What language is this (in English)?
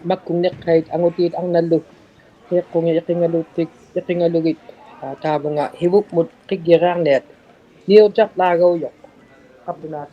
Inuktitut